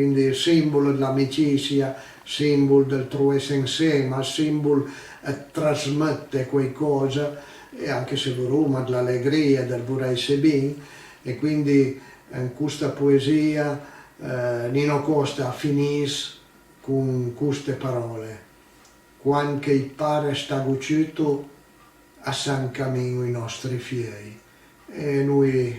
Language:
Piedmontese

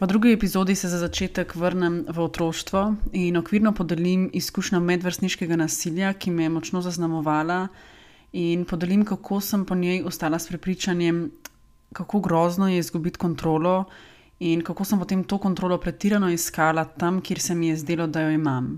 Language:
Slovenian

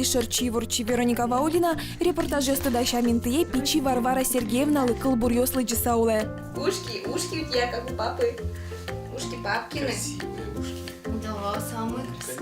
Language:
Udmurt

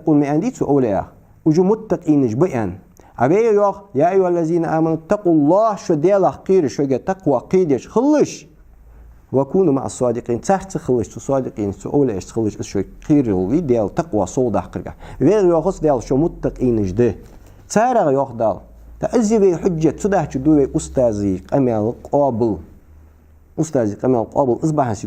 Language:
Ingush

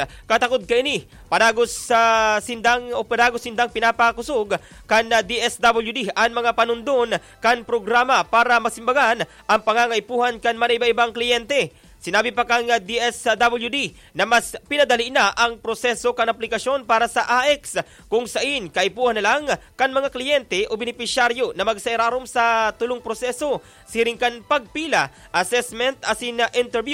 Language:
Bikol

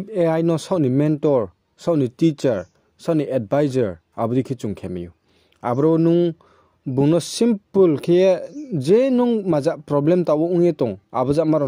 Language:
Riang (India)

